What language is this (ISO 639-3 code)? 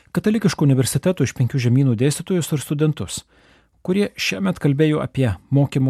lit